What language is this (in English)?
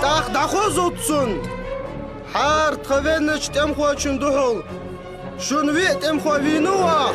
Ingush